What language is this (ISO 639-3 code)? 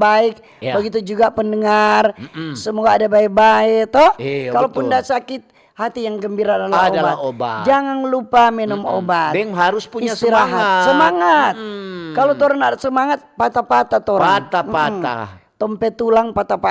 xmm